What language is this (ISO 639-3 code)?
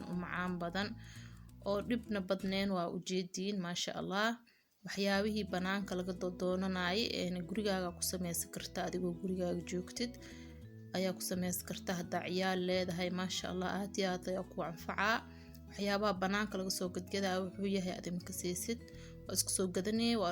som